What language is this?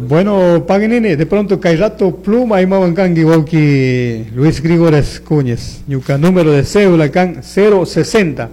Chimborazo Highland Quichua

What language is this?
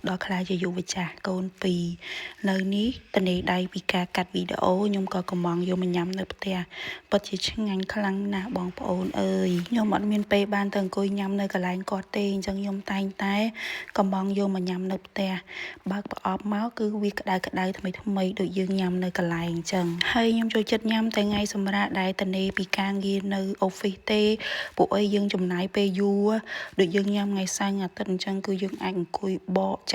Khmer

